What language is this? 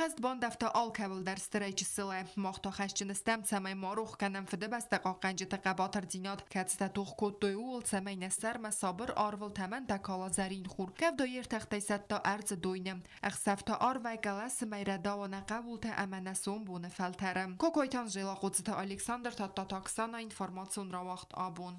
Ossetic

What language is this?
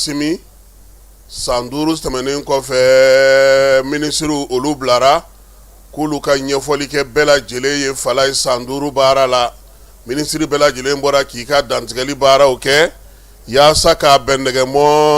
Bambara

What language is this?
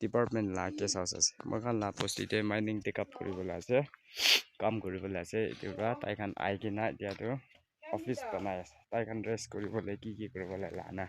Naga Pidgin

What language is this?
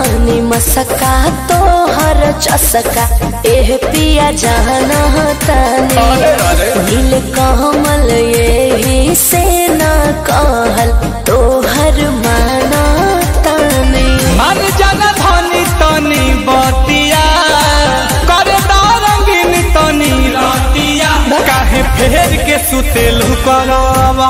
Bhojpuri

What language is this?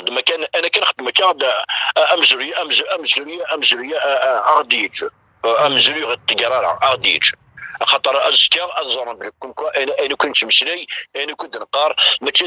Kabyle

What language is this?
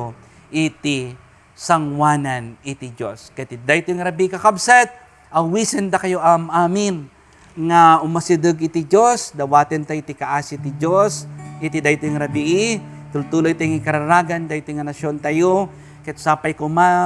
Iloko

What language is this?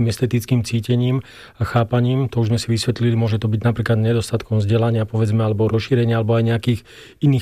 Slovak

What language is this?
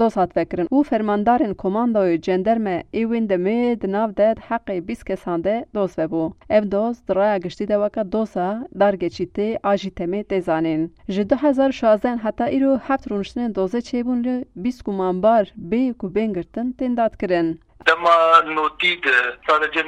Kurdish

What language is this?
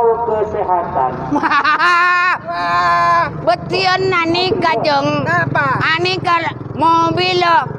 Madurese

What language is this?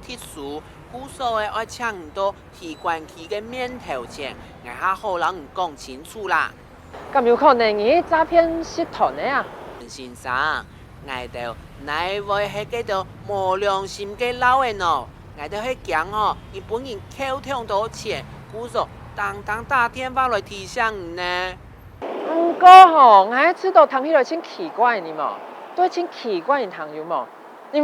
Hakka Chinese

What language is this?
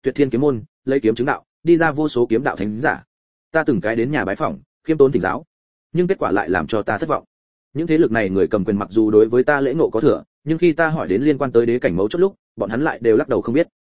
Vietnamese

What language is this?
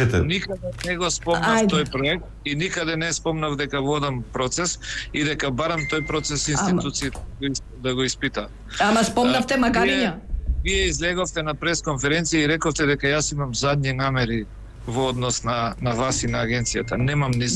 Macedonian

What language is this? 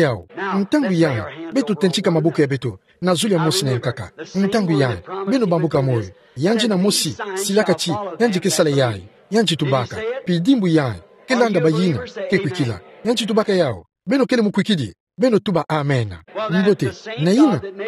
Kituba (Democratic Republic of Congo)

